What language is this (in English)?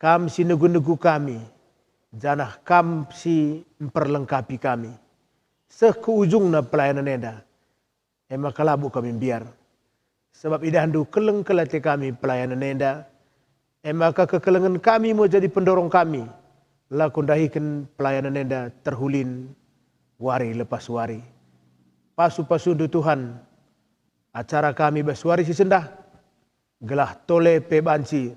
Batak Karo